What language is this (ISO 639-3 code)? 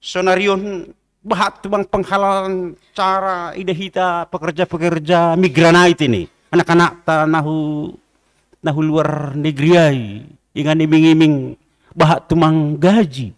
bts